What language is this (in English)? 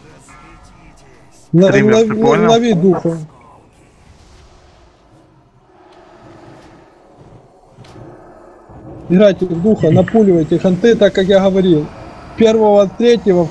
Russian